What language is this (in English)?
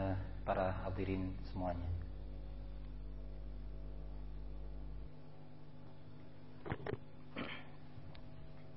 Indonesian